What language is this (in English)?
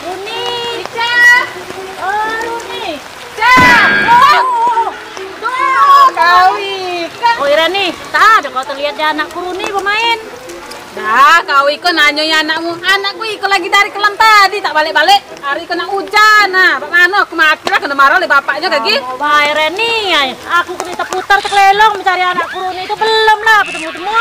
Musi